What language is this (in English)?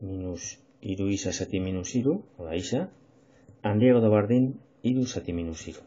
Basque